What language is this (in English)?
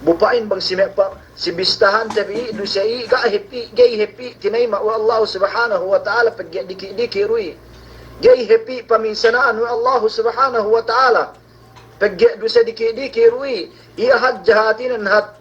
Yakan